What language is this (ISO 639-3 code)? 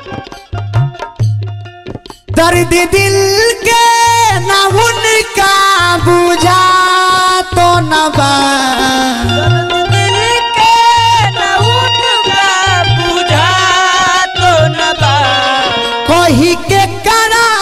bho